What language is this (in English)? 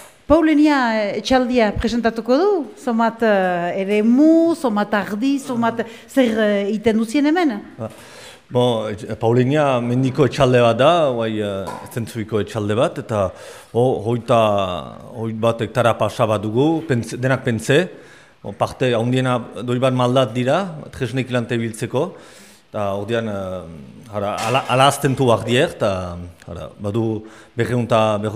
Basque